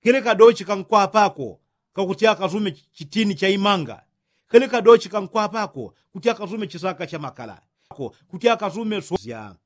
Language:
Yao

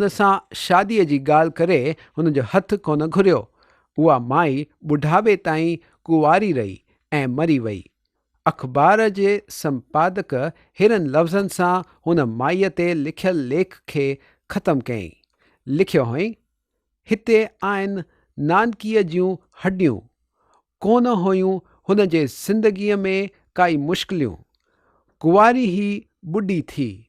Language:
Sindhi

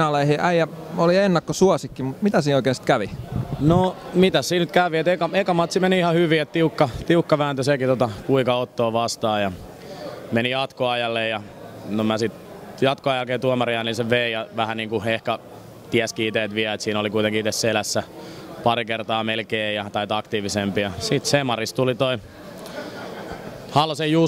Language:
Finnish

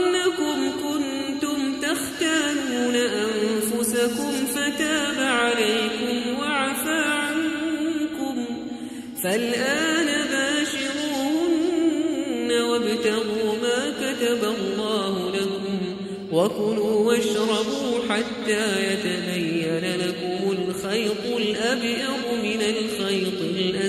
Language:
Arabic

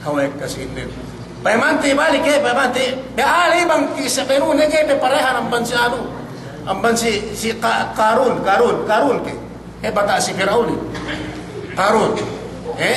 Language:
Yakan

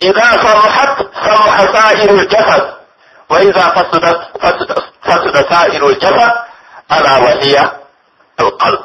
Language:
Pular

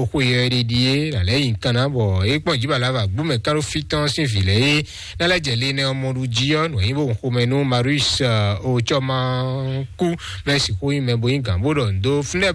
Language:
Fon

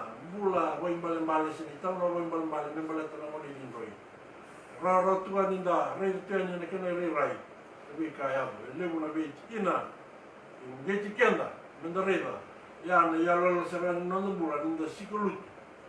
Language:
Fijian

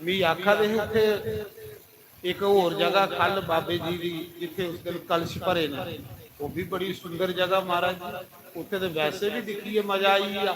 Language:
Dogri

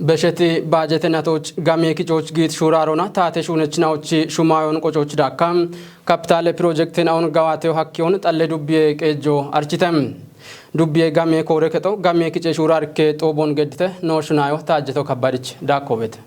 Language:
Kafa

